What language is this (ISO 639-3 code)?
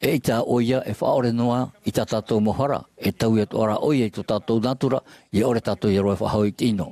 tah